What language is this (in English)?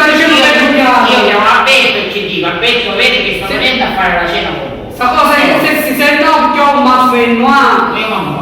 Sicilian